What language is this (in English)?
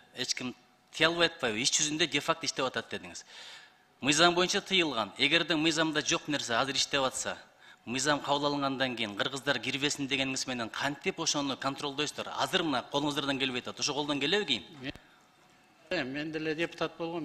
Kyrgyz